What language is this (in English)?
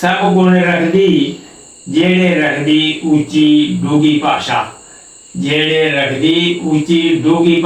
Dogri